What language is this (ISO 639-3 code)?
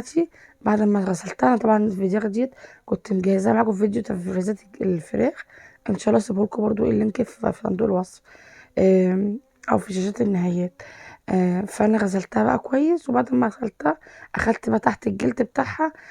arz